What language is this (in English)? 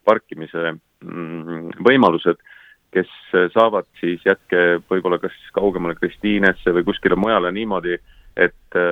Estonian